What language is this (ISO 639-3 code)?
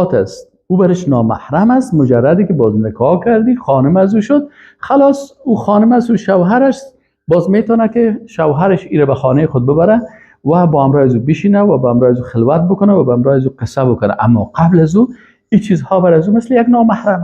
fas